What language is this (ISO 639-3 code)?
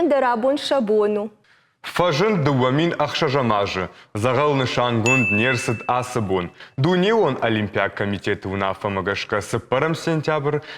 oss